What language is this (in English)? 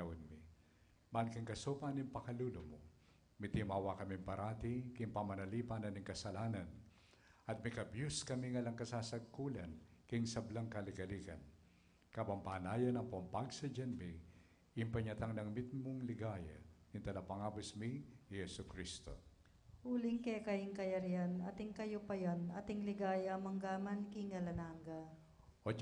Pampanga